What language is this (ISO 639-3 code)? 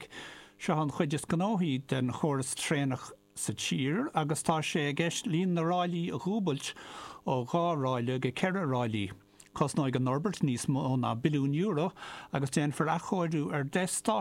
gle